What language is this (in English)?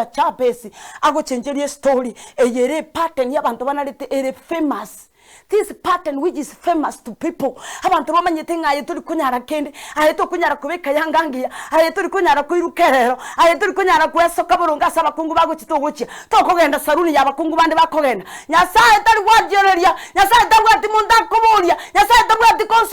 Gusii